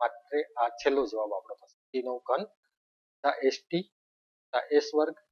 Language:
Gujarati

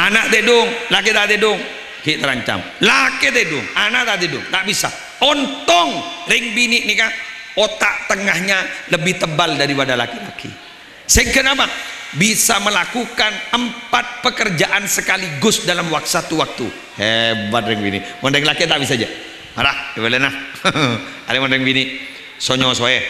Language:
Madurese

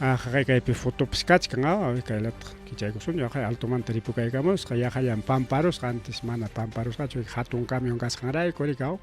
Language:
Ayacucho Quechua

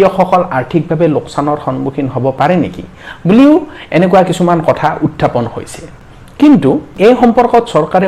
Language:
Assamese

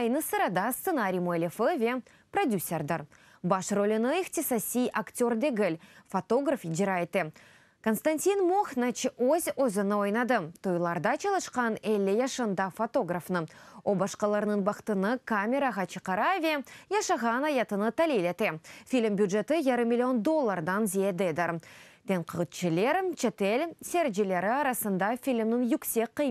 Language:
Crimean Tatar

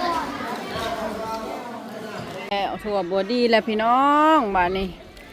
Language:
Lao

